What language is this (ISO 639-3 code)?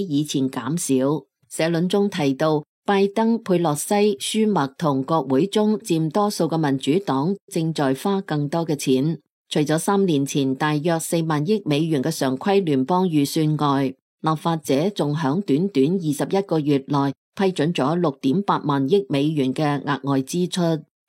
yue